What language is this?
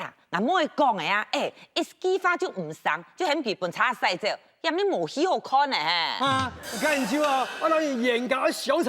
Hakka Chinese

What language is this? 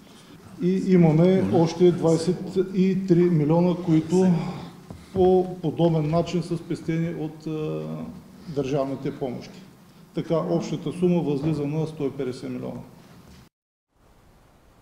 Bulgarian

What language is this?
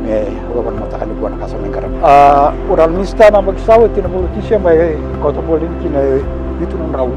Fijian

